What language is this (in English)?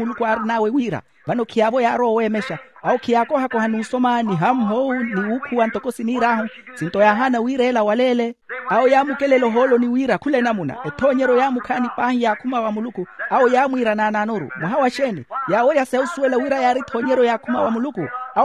Makhuwa